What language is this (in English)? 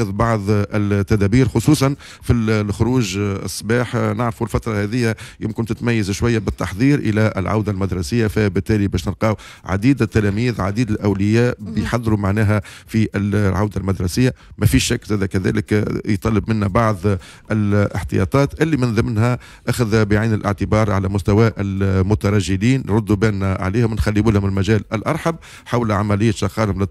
Tunisian Arabic